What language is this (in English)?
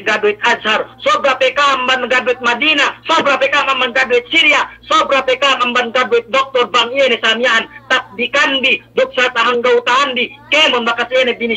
Yakan